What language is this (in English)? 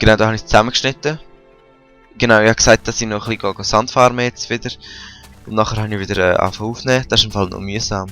Swiss German